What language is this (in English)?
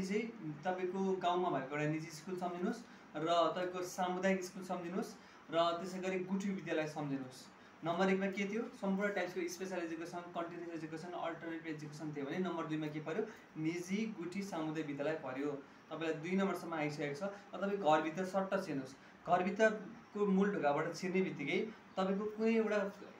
Nepali